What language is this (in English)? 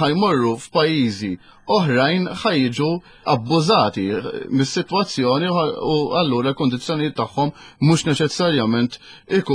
Maltese